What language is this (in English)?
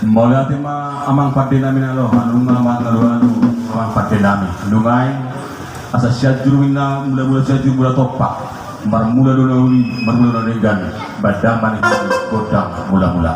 Batak Toba